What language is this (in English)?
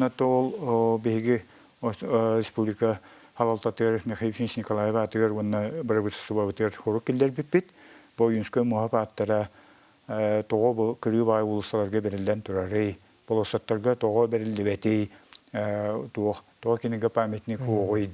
Yakut